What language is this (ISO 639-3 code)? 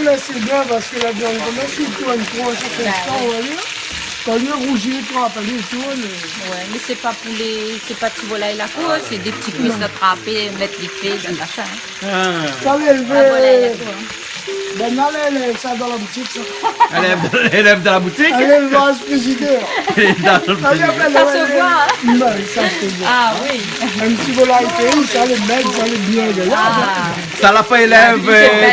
rcf